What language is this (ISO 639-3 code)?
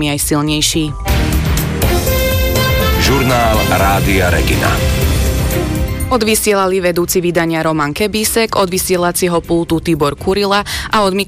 slk